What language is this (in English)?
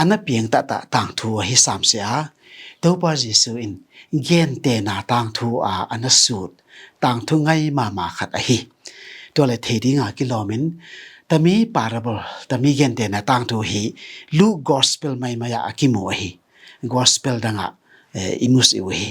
Tedim Chin